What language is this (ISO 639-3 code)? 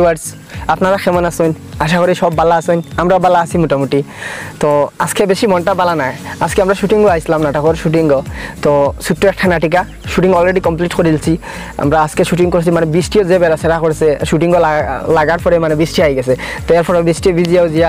syl